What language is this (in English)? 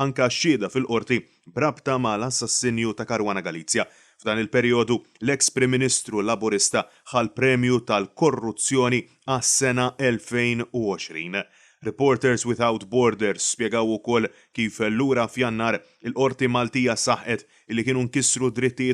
Maltese